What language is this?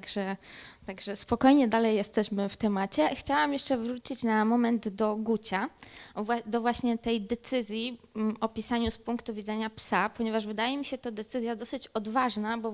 Polish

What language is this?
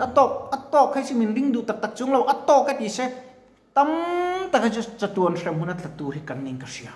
Mizo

